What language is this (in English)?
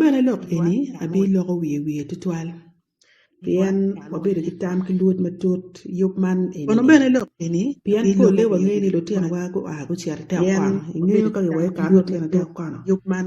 Acoli